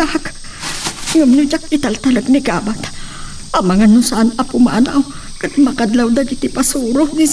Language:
Iloko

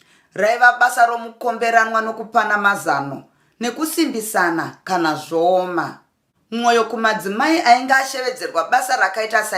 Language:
Shona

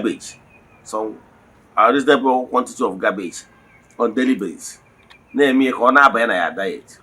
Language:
Igbo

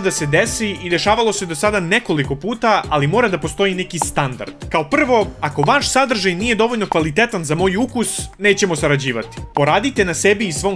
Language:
Serbian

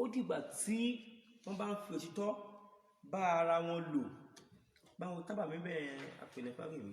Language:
Yoruba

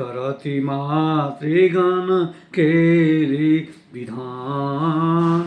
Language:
Maithili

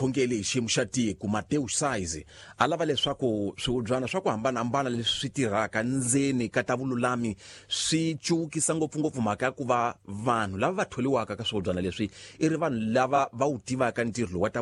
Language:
Tsonga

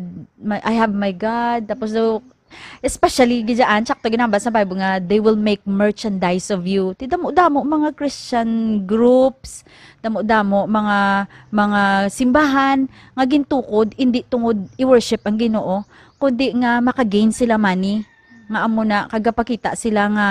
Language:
Hiligaynon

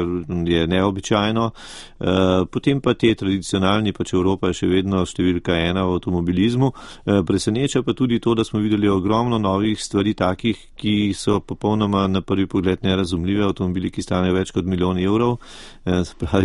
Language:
Slovenian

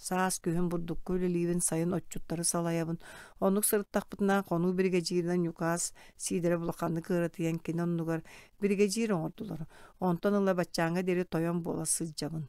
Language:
Yakut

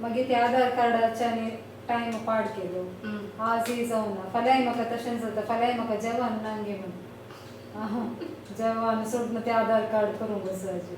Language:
Konkani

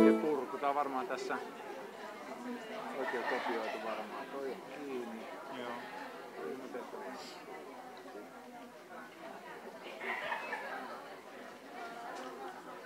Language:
Finnish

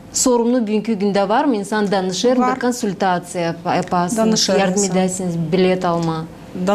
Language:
Gagauz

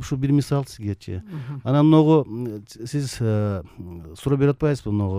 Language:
Kyrgyz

